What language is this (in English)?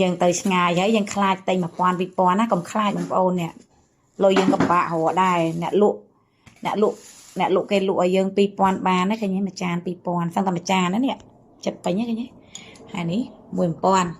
Khmer